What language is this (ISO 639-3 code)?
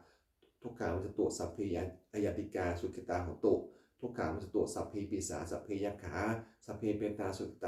pli